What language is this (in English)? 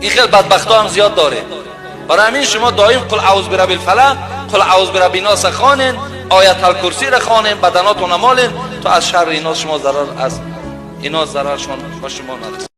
Tajik